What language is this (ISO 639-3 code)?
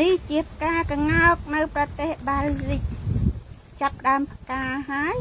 khm